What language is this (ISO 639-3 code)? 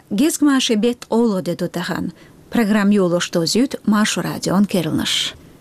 che